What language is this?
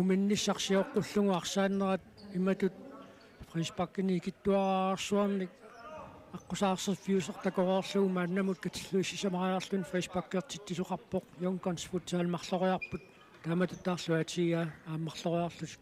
Kalaallisut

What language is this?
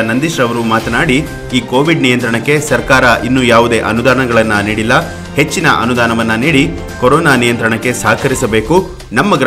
Kannada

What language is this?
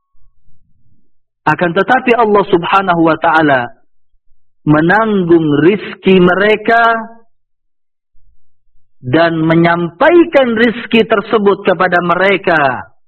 Indonesian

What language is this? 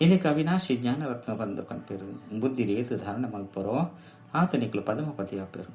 Tulu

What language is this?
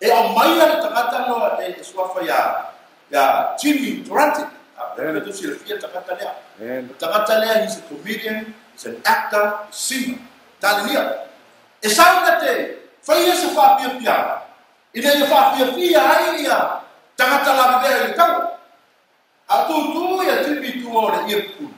Samoan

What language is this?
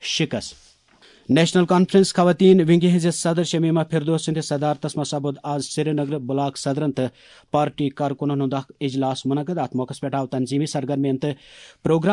Kashmiri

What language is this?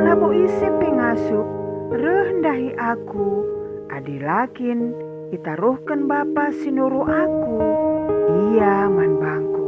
Batak Karo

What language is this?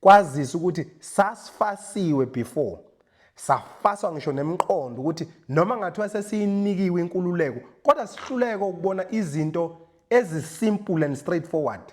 Zulu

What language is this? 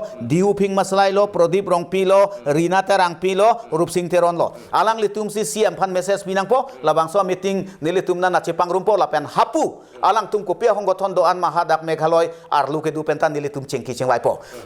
Karbi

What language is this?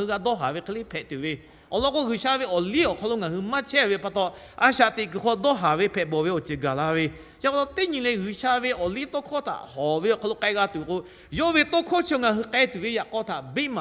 Lahu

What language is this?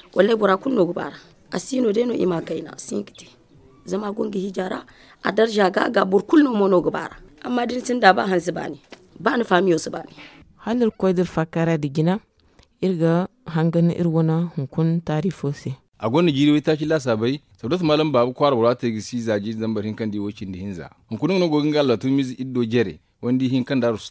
Zarma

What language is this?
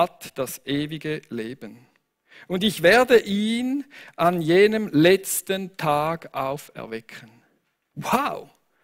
Swiss German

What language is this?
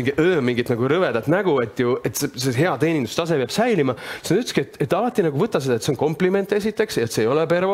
Estonian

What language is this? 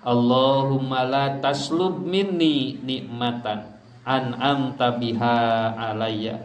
Sundanese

